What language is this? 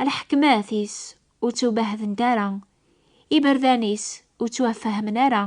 Kabyle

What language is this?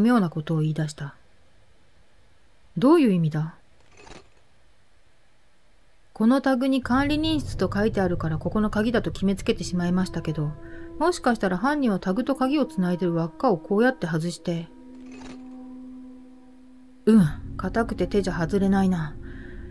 Japanese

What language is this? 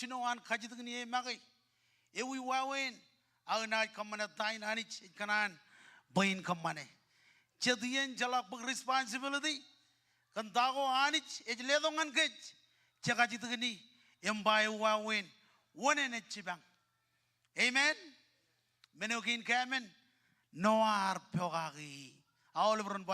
Marshallese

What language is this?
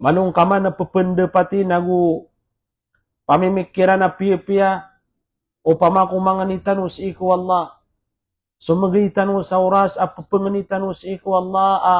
Maranao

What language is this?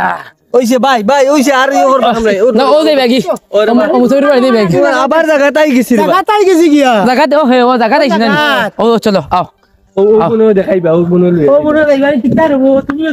Sylheti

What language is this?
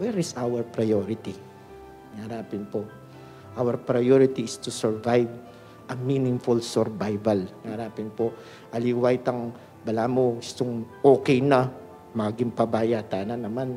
Pampanga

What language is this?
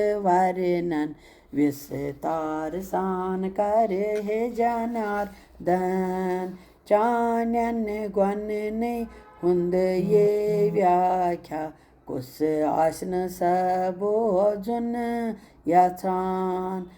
Kashmiri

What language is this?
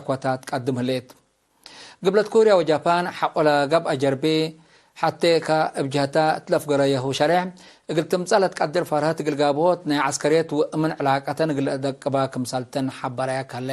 Tigre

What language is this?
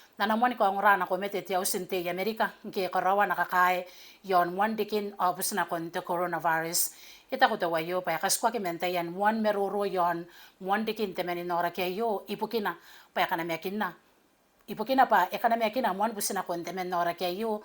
Gilbertese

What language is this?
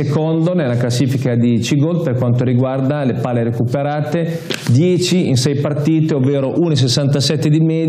Italian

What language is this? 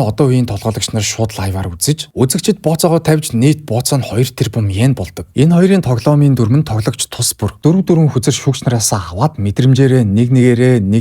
Mongolian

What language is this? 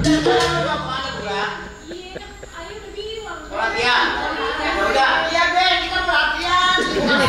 Betawi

